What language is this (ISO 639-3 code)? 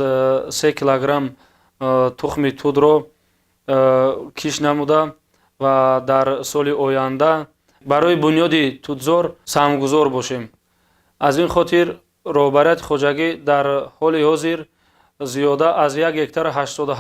tgk